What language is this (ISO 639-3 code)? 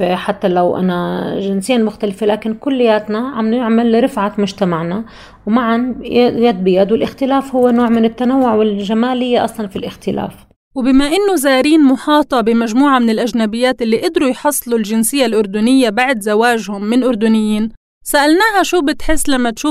apc